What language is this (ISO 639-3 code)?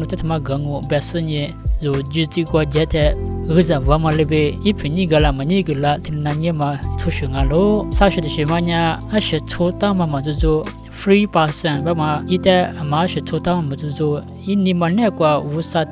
lis